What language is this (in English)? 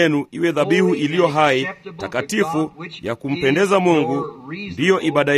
Swahili